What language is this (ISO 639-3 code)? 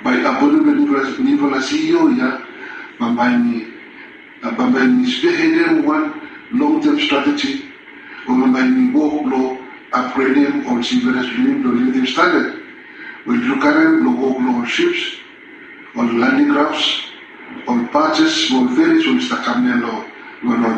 bis